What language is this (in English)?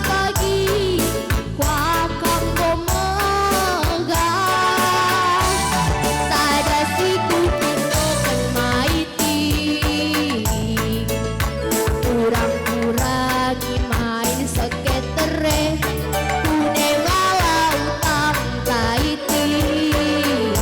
Batak Karo